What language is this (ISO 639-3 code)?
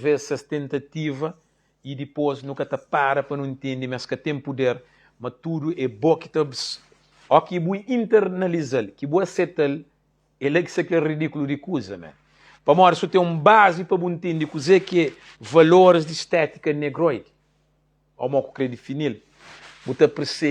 kea